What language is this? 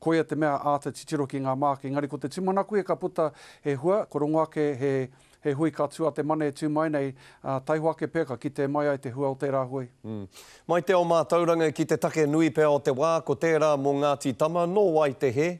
Māori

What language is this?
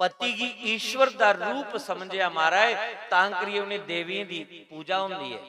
Dogri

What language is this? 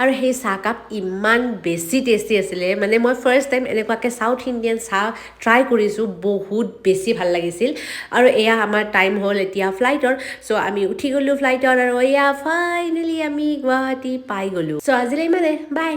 Assamese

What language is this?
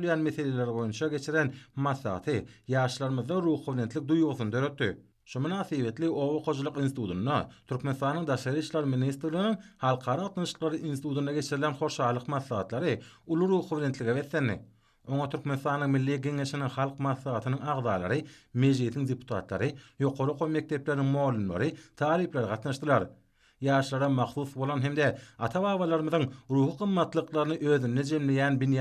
Turkmen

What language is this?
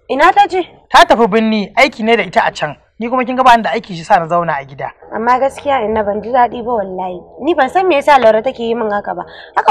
Hausa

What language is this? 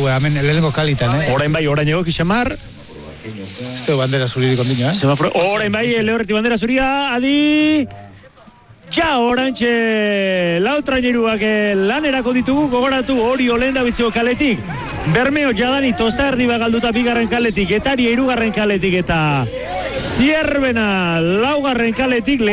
Basque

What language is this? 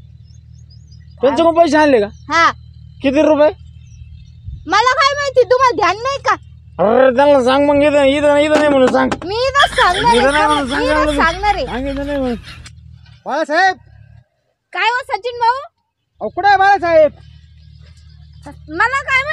Marathi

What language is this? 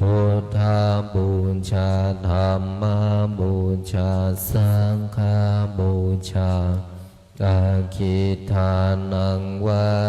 Pali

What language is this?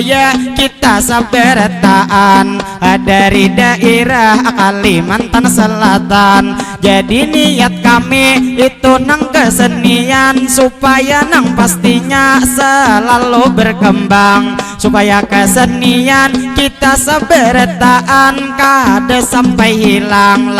Banjar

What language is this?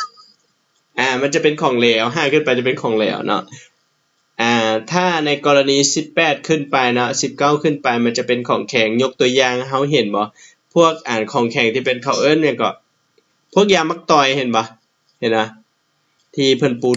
Lao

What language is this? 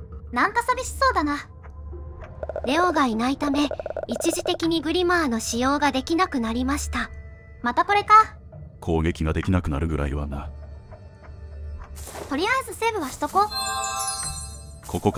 Japanese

